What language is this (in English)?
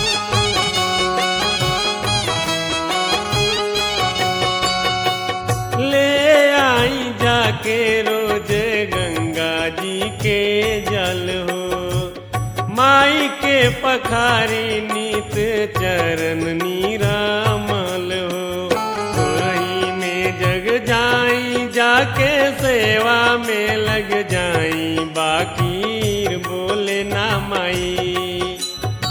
Bhojpuri